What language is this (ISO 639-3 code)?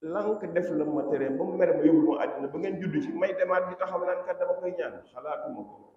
wol